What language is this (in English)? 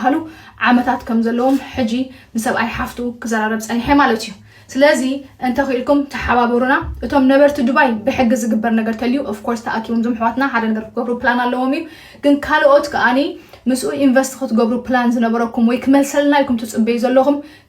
Tigrinya